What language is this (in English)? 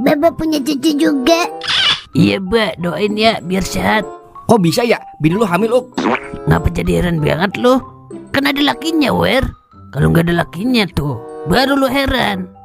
Betawi